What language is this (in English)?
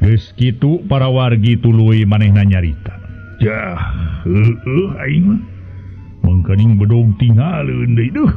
Sundanese